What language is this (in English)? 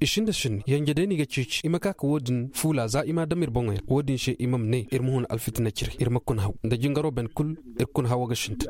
Zarma